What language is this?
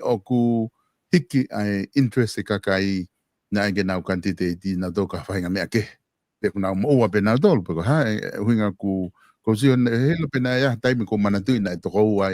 Tongan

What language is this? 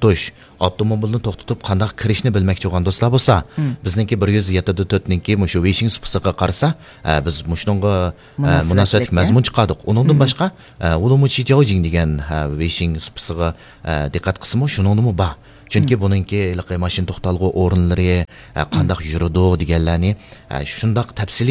Uyghur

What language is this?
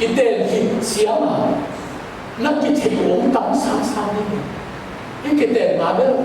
Tedim Chin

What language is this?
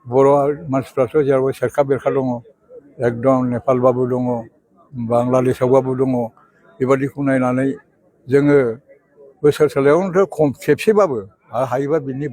Bodo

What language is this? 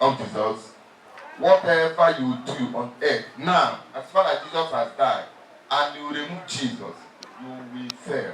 Igbo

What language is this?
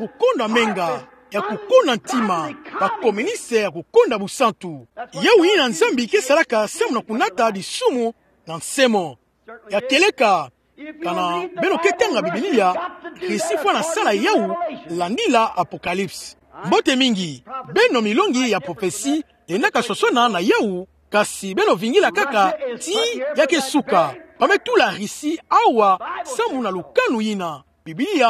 Kituba (Democratic Republic of Congo)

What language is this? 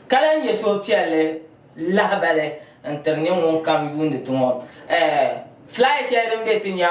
Dagbani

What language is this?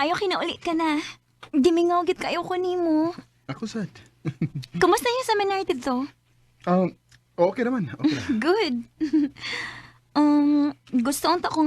Cebuano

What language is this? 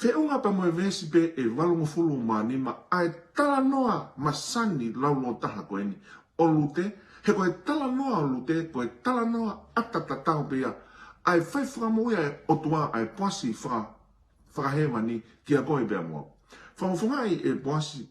Tongan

